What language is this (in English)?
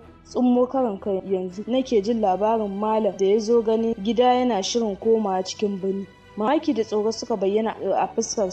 Hausa